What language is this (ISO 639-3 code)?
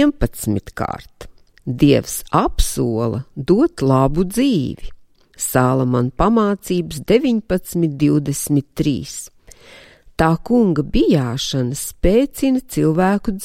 lav